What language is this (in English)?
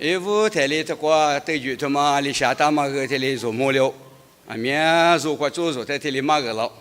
Lisu